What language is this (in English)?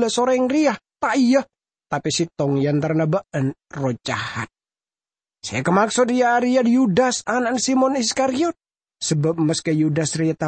Madurese